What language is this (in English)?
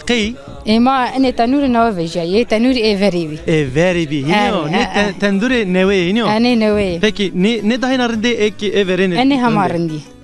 Zaza